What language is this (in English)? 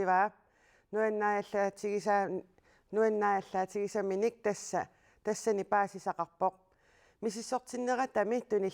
Kalaallisut